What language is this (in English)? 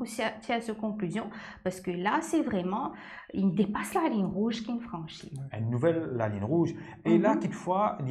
Morisyen